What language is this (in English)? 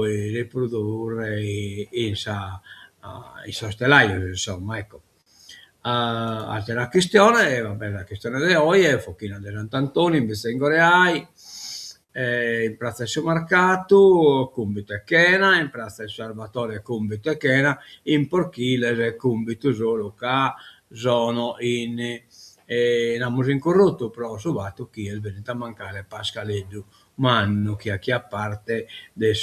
Sardinian